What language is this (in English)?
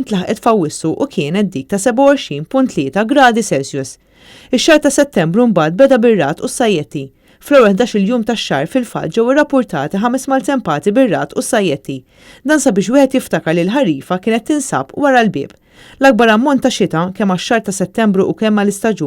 Maltese